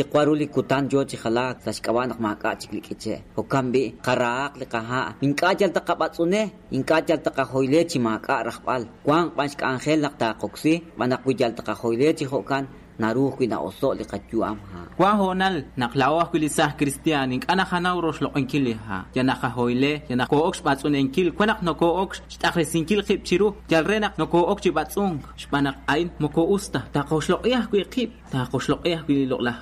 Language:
Kekchí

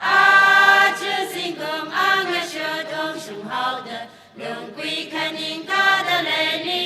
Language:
Tangkhul Naga (India)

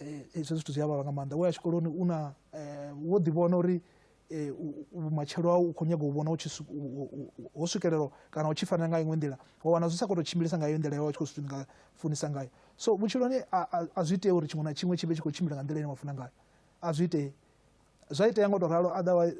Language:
Venda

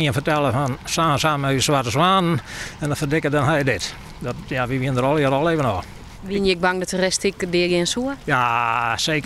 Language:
Western Frisian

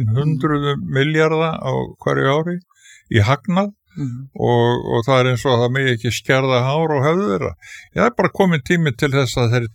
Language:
Icelandic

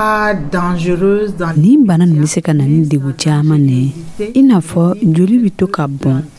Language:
Dyula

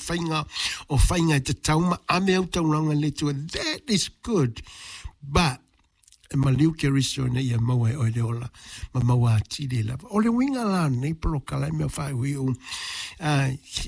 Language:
Samoan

